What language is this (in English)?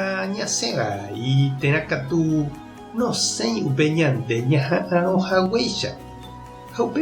Guarani